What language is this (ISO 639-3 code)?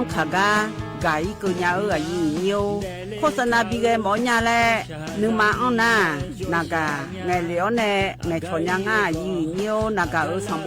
ahk